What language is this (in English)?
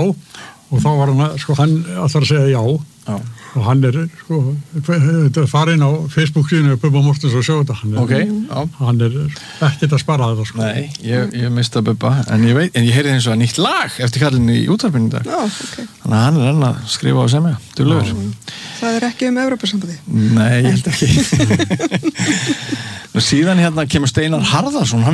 Icelandic